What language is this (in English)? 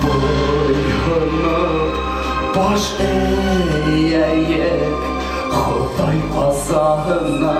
Bashkir